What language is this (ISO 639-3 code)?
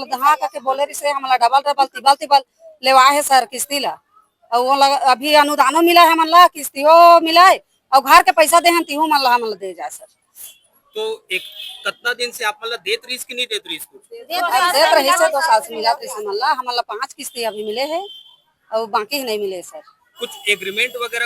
hne